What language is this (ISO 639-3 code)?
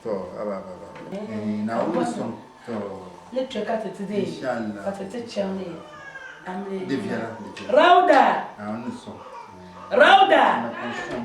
dag